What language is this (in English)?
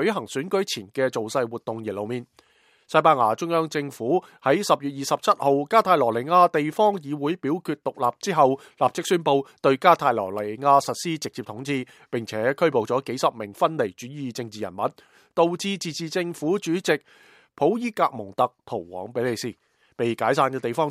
Cantonese